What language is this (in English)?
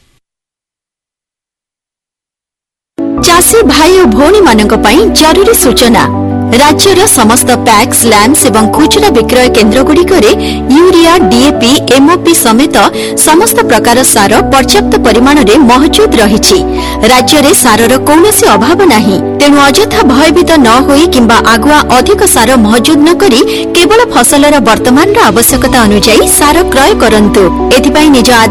Odia